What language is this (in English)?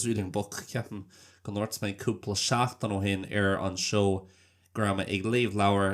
Irish